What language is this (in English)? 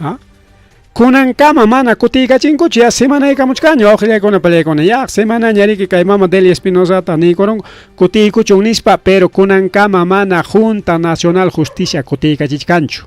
Ayacucho Quechua